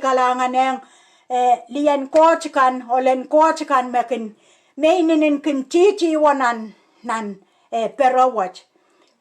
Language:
Pohnpeian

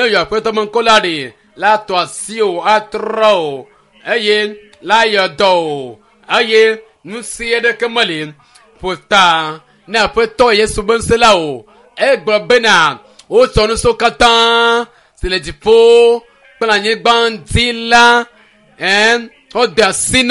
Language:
Ewe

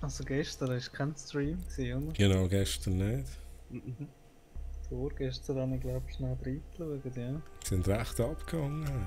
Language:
Swiss German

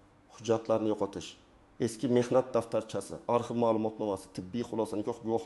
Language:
Uzbek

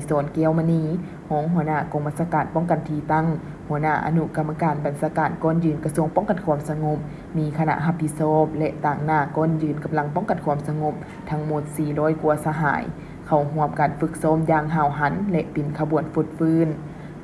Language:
Lao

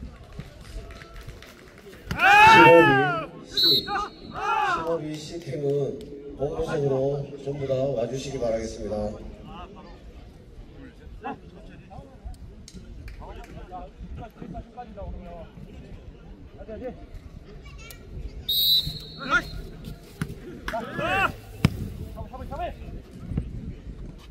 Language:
Korean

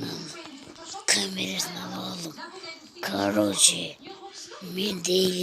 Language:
Kazakh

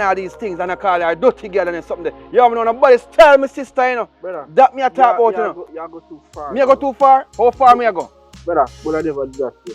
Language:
Jamaican Creole English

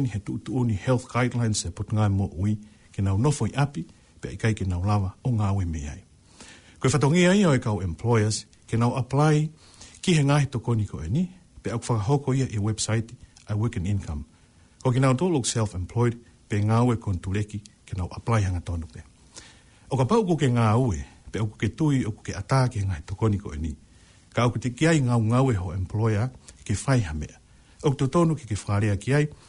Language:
Tongan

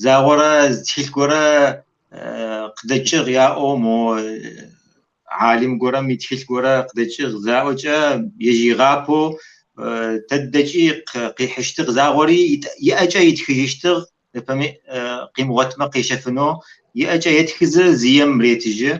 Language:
Kabardian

